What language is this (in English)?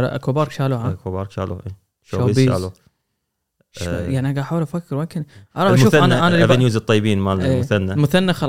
Gulf Arabic